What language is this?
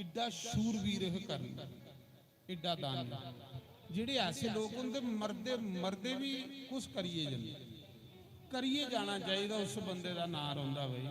Dogri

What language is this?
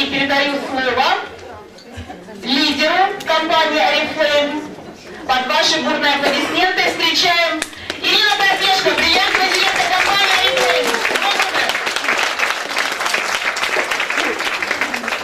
Russian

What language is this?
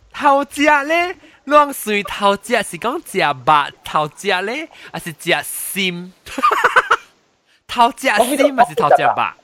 Min Nan Chinese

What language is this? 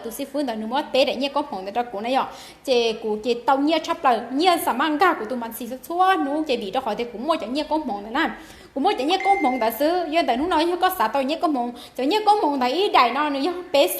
Hmong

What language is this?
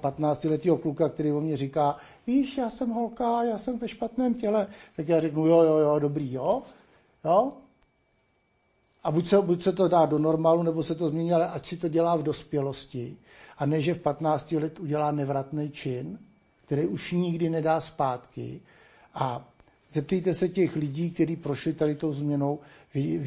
Czech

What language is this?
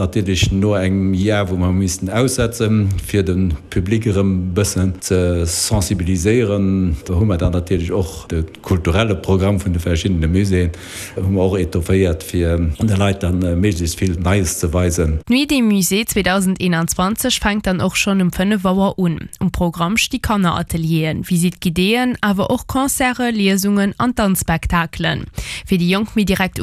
Luxembourgish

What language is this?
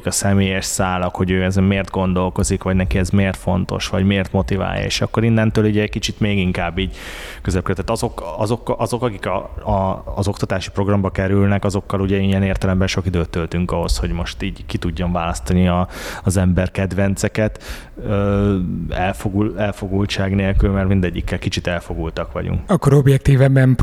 Hungarian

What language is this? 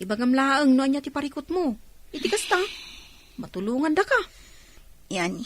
Iloko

